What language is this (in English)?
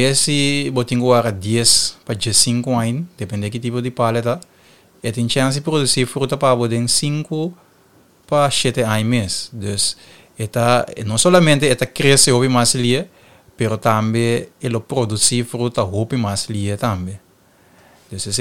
Papiamento